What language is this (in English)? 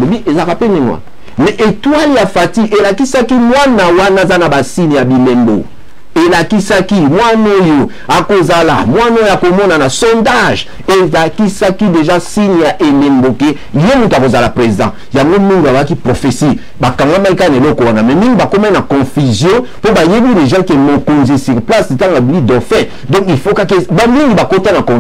Lingala